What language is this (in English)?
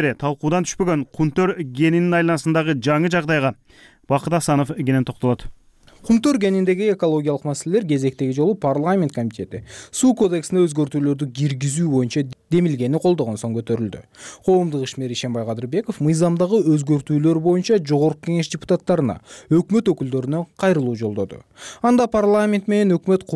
Kyrgyz